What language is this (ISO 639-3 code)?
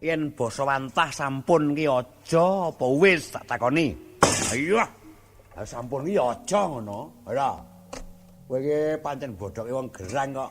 jav